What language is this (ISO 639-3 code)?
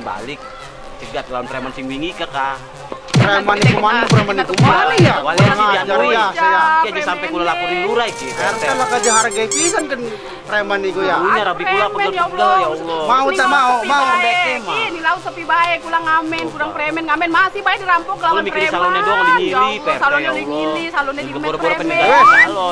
ind